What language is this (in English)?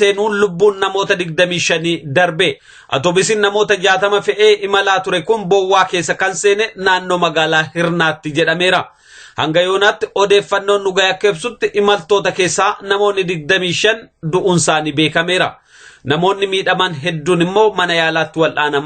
Oromo